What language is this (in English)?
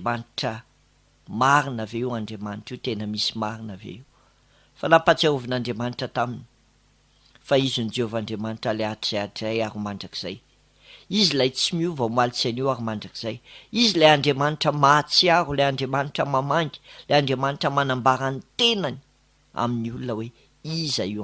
Malagasy